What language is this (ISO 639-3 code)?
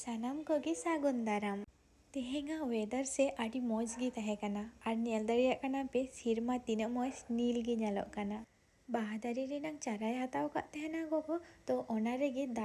sat